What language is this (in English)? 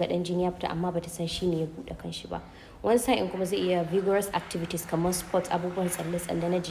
Hausa